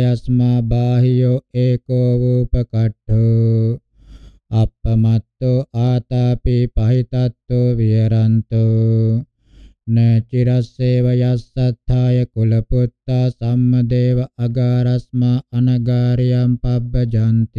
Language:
Pali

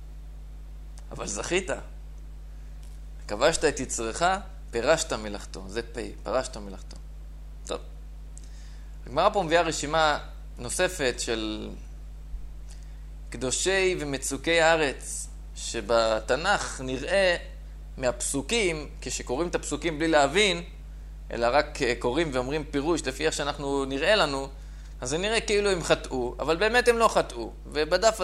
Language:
Hebrew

